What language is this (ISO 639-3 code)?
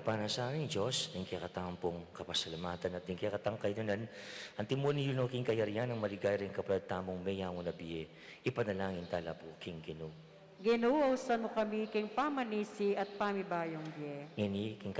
pam